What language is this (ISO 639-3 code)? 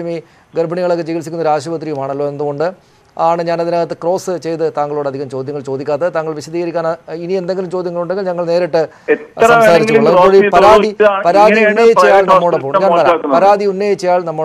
mal